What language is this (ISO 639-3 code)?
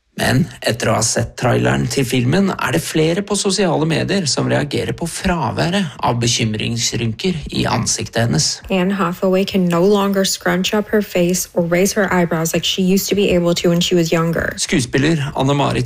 nor